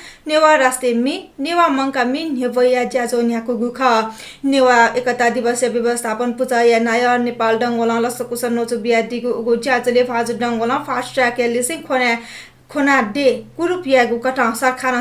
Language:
Newari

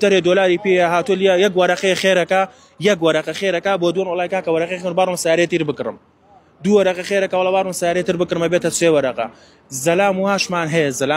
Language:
Central Kurdish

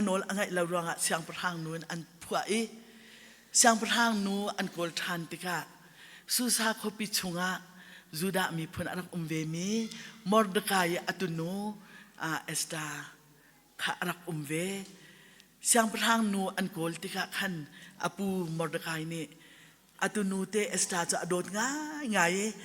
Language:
Hakha Chin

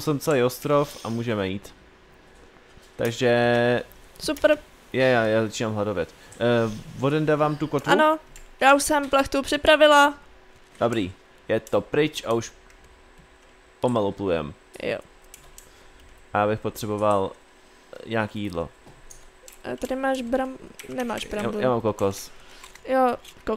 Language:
Czech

